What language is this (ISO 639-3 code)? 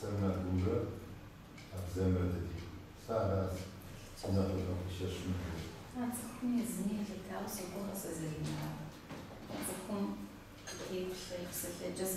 kbd